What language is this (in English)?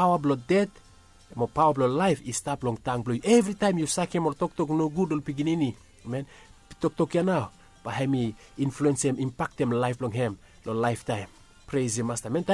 Bislama